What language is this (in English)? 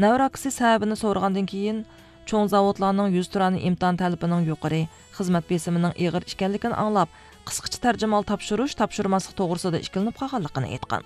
Uyghur